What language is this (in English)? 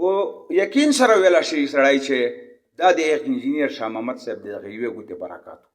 Pashto